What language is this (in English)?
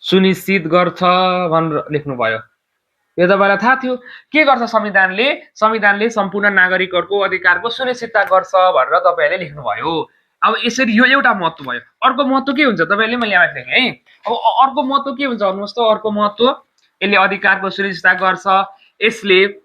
Nepali